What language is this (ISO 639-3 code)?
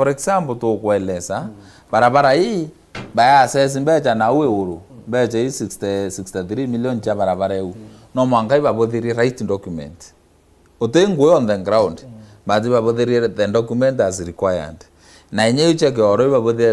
mer